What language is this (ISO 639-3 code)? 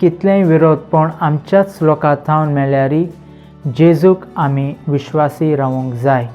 kok